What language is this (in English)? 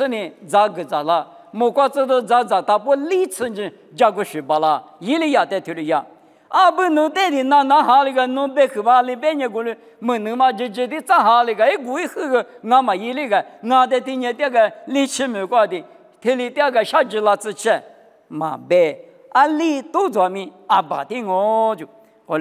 Lisu